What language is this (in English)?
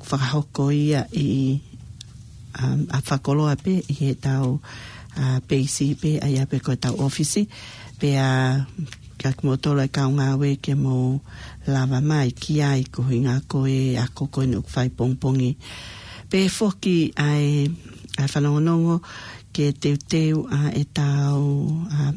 Tongan